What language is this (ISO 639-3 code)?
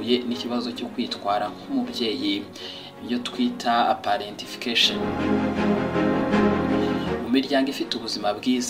kin